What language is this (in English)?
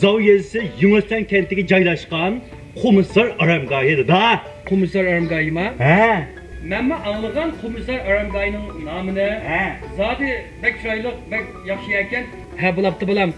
Uyghur